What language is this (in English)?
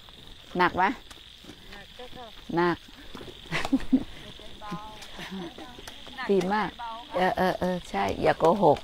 Thai